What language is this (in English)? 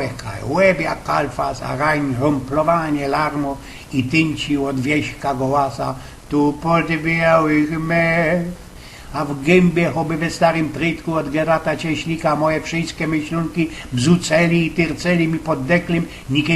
Silesian